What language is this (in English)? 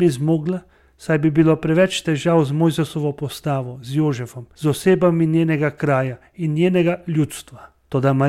Slovenian